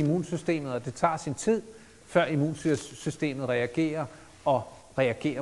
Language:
Danish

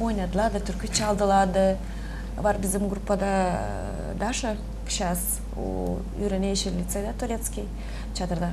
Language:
Gagauz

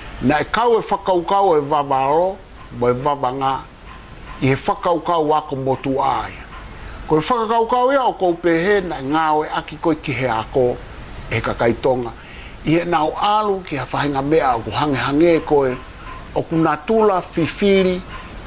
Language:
Tongan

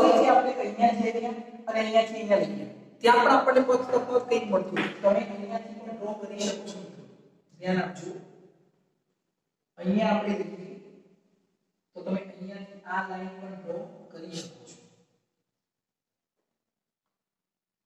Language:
Gujarati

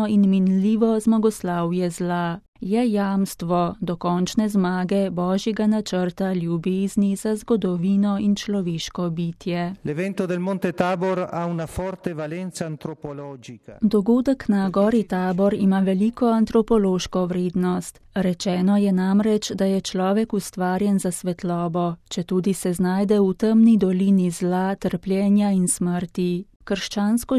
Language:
Slovenian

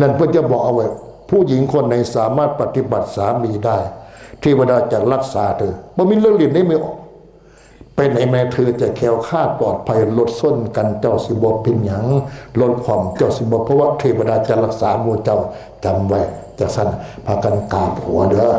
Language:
Northeastern Thai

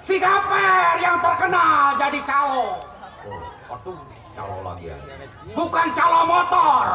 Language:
Betawi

